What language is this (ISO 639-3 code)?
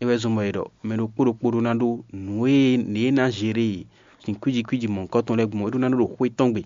fon